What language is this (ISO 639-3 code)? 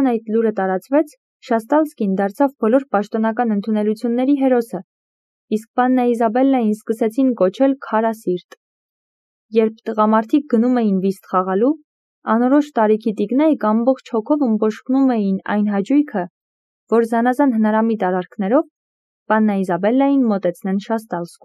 hye